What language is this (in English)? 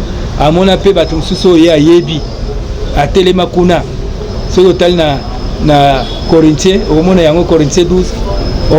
Lingala